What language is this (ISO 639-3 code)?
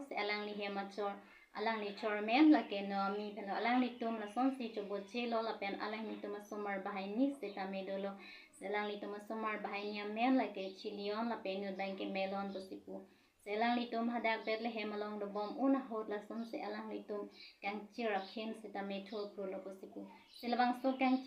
mjw